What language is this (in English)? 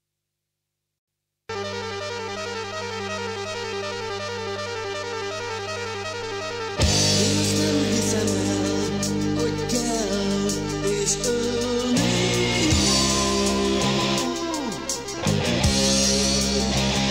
Hungarian